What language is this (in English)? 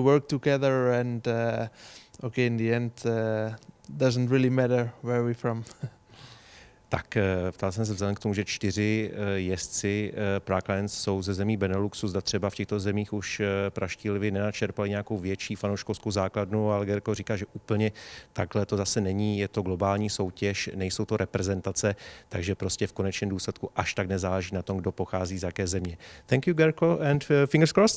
Czech